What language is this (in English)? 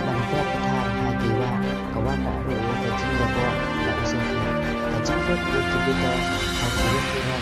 Khasi